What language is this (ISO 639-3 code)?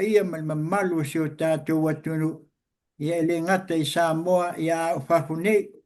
smo